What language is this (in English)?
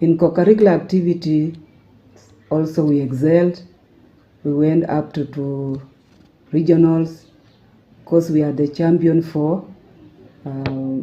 Gusii